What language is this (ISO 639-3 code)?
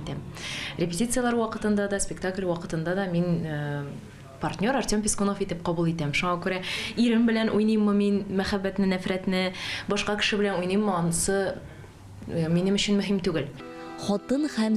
tat